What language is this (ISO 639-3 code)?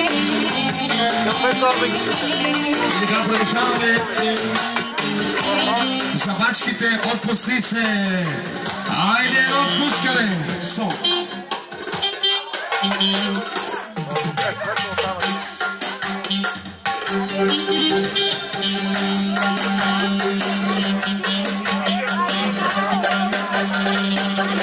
bul